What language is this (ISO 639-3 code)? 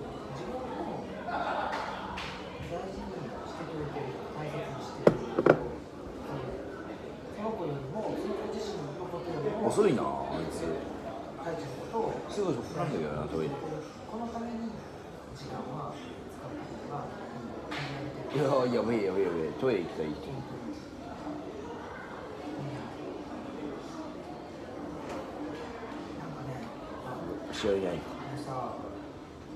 jpn